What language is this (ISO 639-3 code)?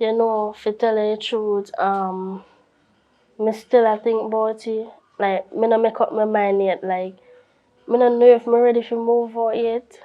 jam